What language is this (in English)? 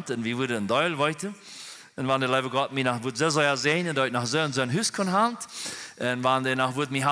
Plautdietsch